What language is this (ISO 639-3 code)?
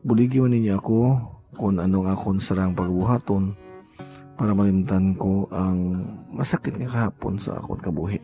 hil